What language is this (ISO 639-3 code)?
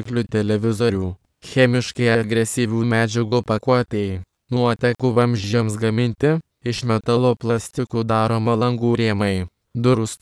lit